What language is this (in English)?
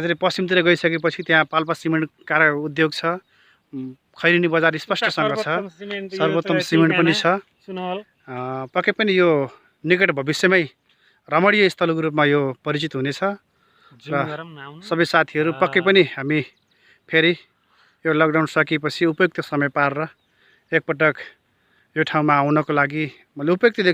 Nepali